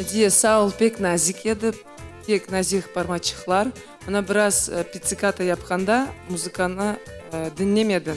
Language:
Crimean Tatar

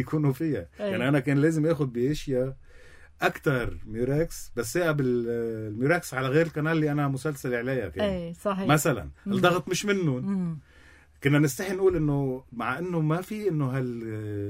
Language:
North Levantine Arabic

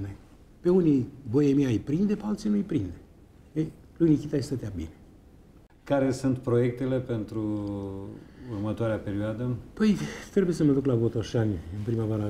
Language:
Romanian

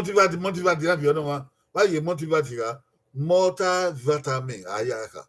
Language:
Bini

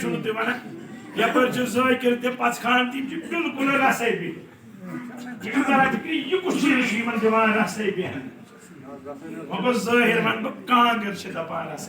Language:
Kashmiri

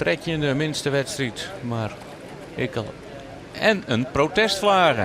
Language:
Western Frisian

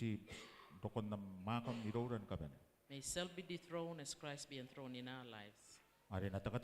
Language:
Gilbertese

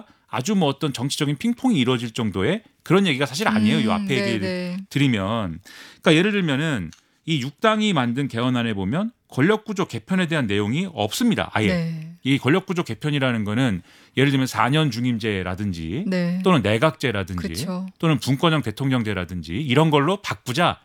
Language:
Korean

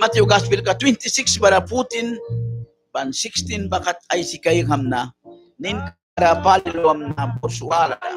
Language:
Mískito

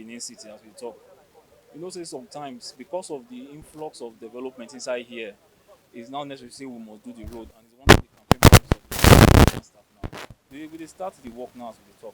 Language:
Nigerian Pidgin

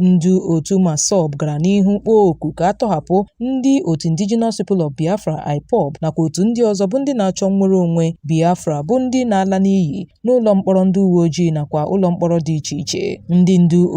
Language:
Igbo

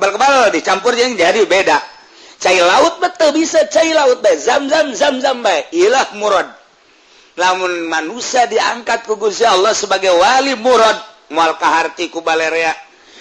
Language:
Sundanese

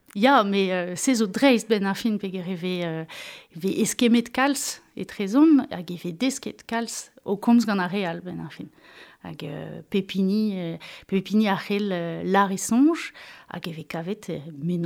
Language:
Breton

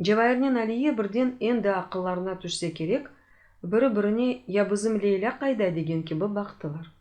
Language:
Crimean Tatar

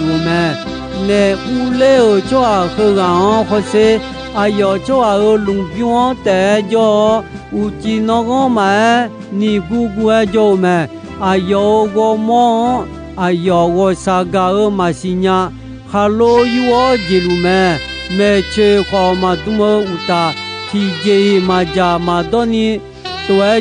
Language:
Akha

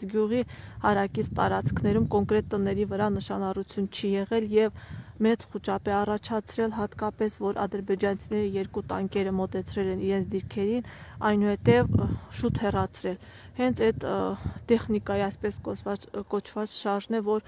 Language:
Armenian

